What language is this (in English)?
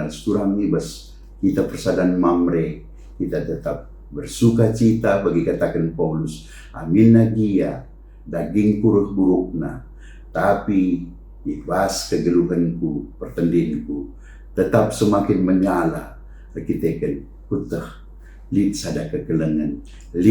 Batak Karo